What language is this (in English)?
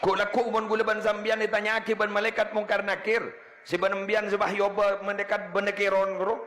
Madurese